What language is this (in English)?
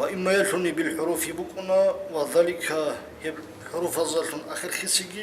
Avaric